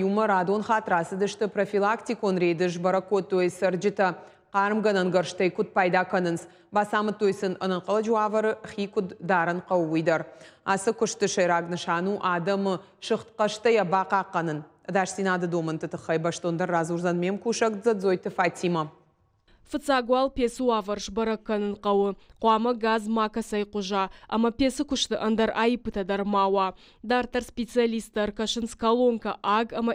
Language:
Ossetic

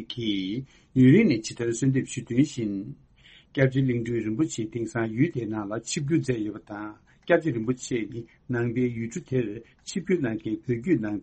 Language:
Tibetan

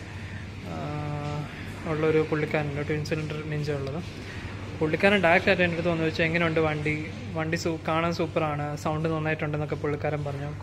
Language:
Malayalam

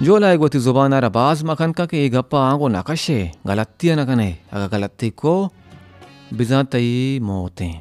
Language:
Baluchi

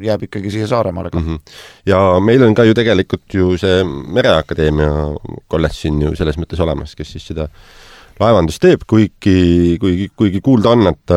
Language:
Estonian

